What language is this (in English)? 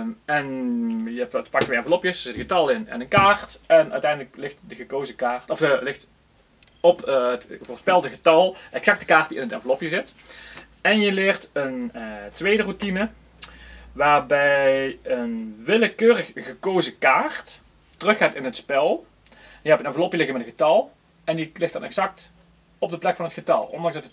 Dutch